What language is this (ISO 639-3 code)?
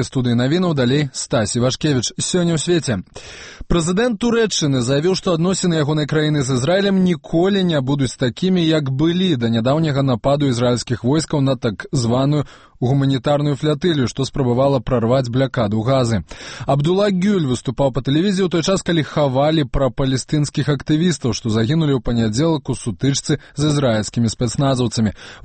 bel